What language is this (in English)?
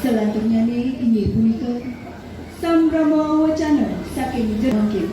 Balinese